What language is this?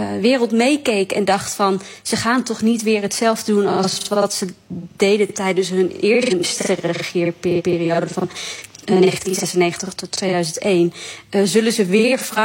Dutch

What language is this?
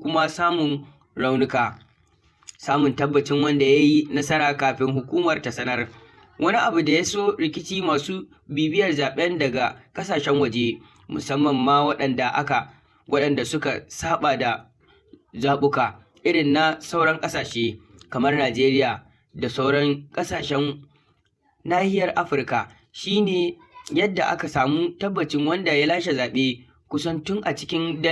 Hausa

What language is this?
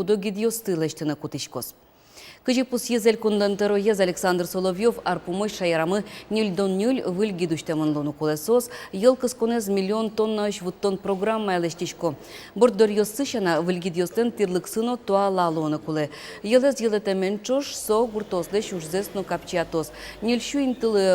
Udmurt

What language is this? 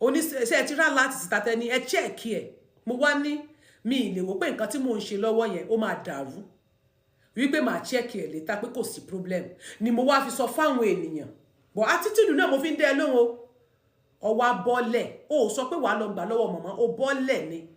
Yoruba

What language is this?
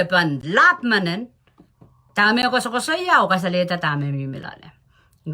Pohnpeian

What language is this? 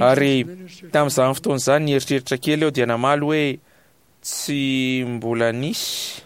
Malagasy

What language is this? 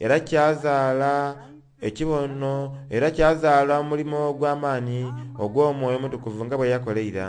Soga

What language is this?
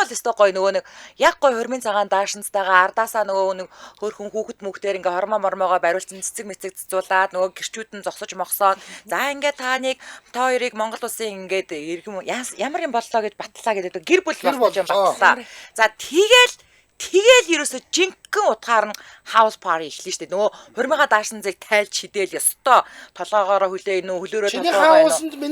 Mongolian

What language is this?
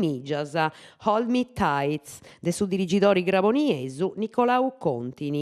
Sardinian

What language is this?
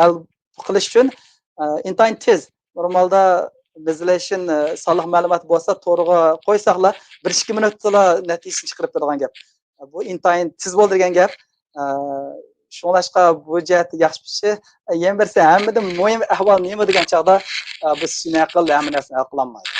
Uyghur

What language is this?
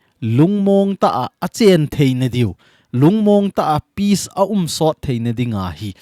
Thado Chin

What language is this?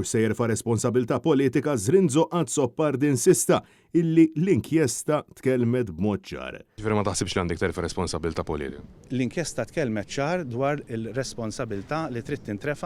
Maltese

